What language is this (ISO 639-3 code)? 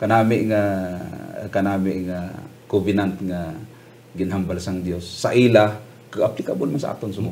hil